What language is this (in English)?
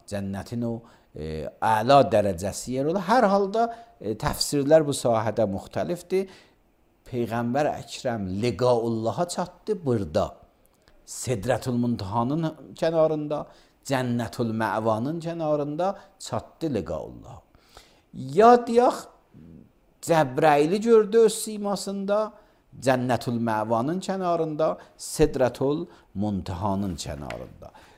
Azerbaijani